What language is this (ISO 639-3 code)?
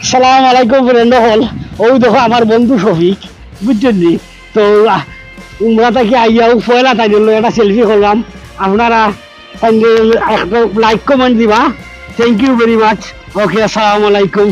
syl